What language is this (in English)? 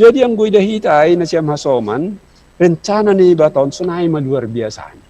Batak Simalungun